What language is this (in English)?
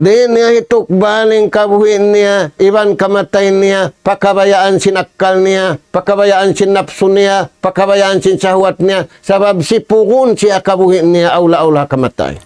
Tausug